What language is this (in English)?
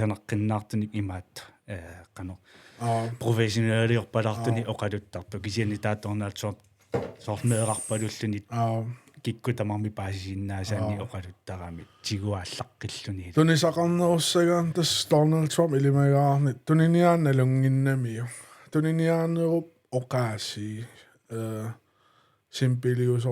Kalaallisut